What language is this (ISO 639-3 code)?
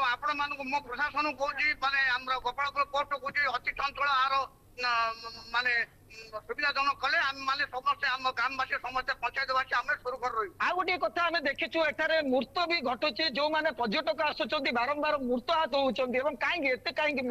ori